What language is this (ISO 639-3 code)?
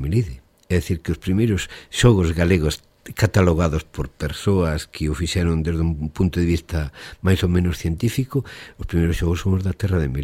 glg